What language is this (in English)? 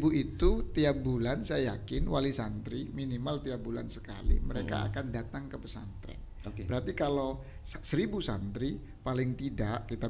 Indonesian